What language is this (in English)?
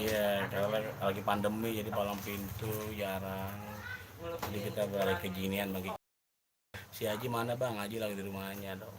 Betawi